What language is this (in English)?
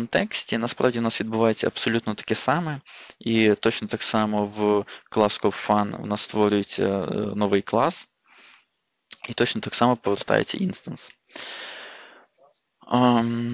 Ukrainian